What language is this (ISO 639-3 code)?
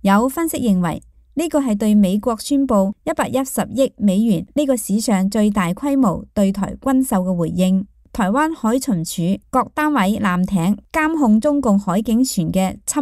yue